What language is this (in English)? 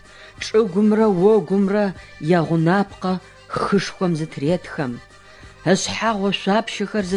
Adyghe